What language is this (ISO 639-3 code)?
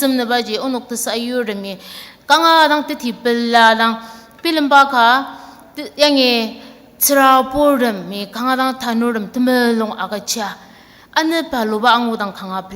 njo